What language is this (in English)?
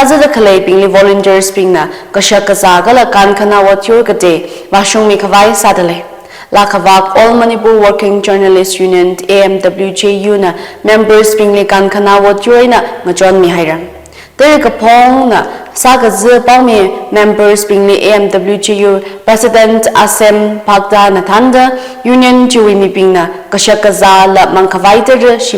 Tangkhul Naga (India)